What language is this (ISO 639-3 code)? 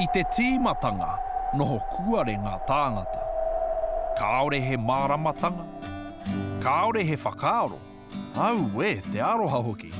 mri